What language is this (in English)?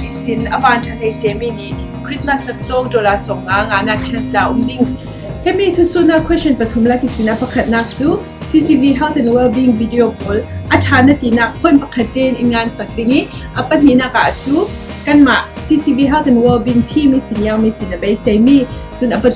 Falam Chin